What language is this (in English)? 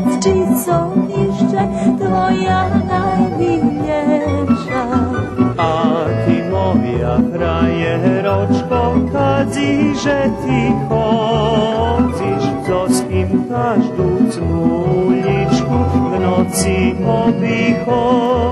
Rusyn